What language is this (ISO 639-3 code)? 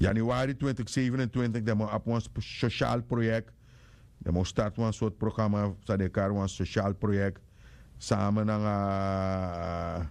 srn